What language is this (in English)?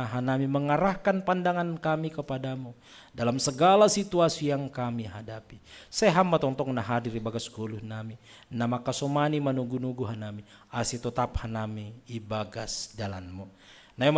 Batak Simalungun